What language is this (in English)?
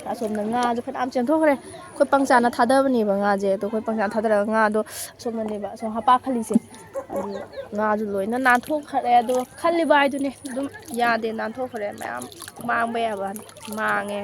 Manipuri